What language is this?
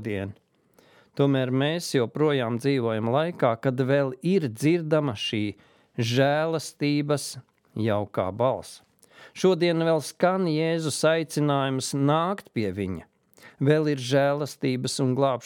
Latvian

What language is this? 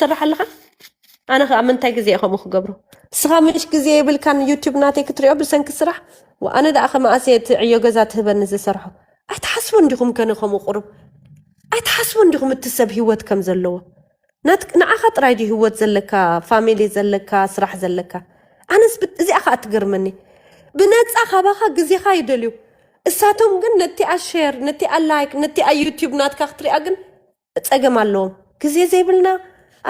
Tigrinya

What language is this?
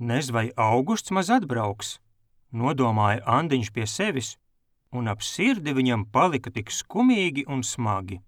Latvian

